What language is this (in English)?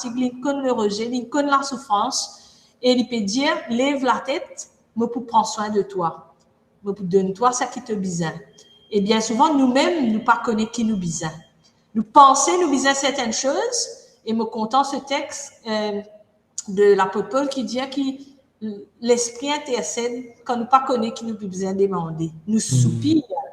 Morisyen